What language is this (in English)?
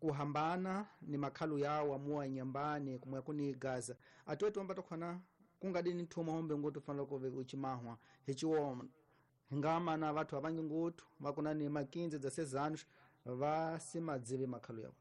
Tsonga